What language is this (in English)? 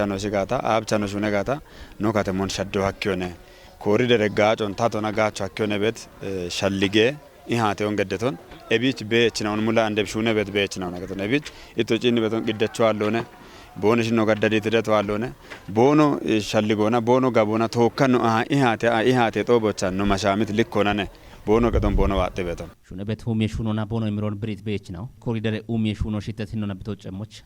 Kafa